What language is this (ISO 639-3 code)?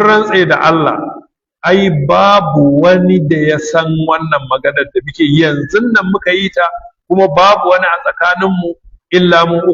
hau